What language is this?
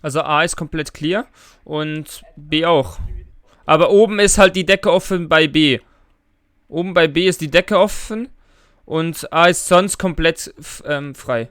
Swiss German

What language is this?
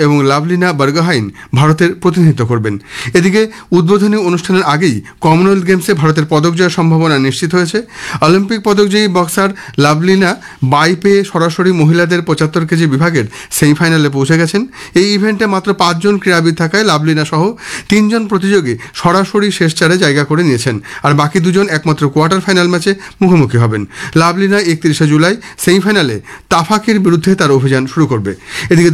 Bangla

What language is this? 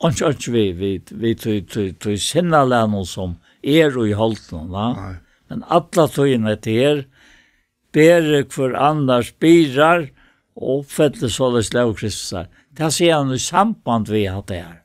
Faroese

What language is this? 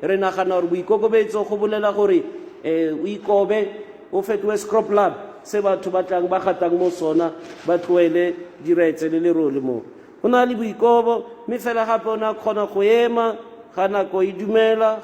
Tswana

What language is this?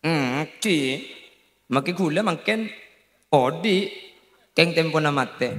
Madurese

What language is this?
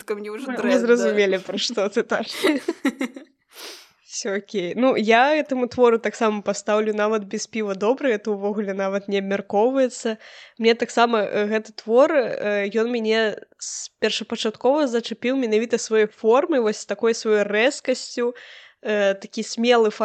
Belarusian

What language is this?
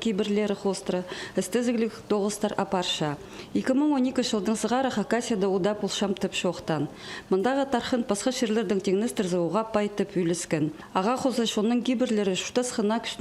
Khakas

